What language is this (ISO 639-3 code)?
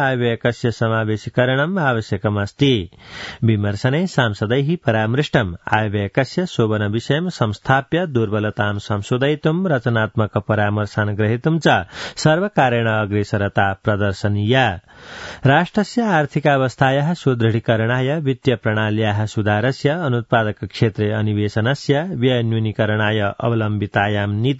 san